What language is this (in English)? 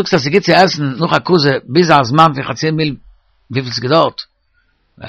Yiddish